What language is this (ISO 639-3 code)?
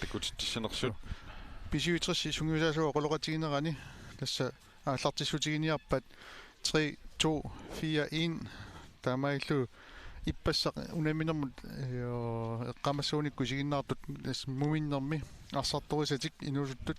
kal